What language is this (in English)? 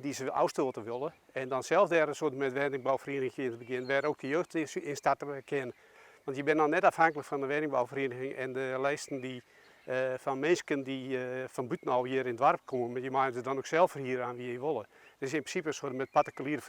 Western Frisian